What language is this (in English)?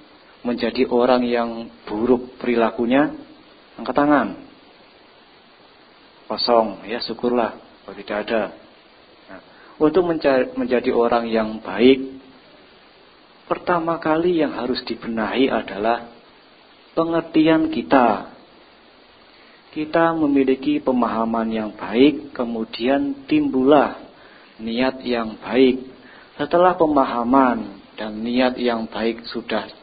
Indonesian